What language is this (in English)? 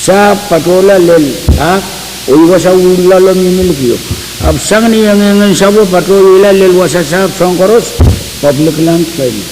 Pohnpeian